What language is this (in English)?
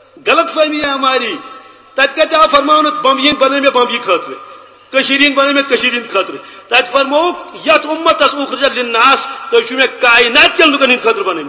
Kashmiri